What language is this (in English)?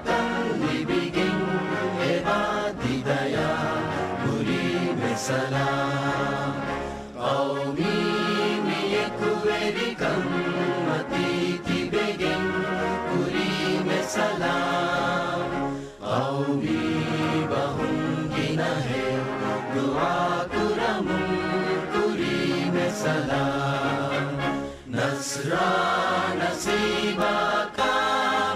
Divehi